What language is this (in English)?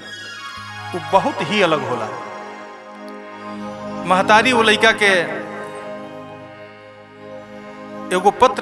Bhojpuri